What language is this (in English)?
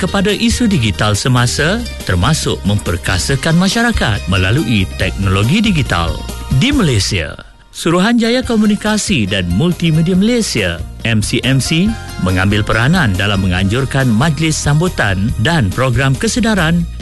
Malay